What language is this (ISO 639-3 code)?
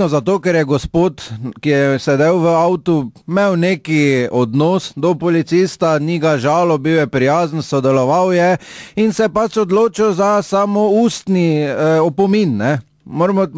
slv